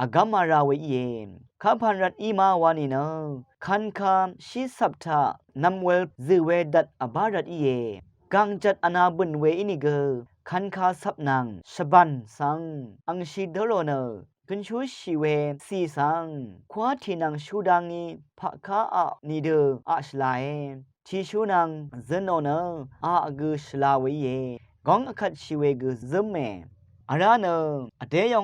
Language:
Rawang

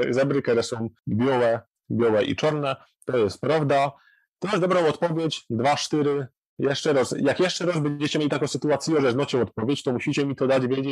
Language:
Silesian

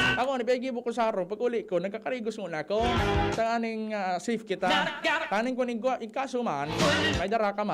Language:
Bikol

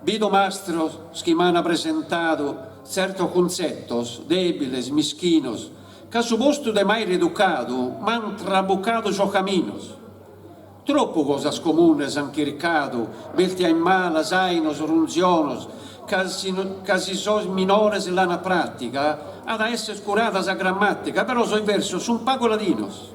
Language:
Sardinian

